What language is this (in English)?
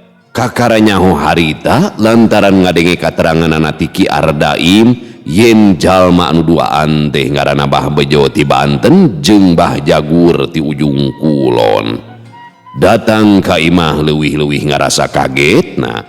Sundanese